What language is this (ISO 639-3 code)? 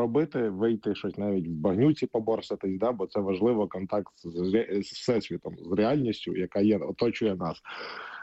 ukr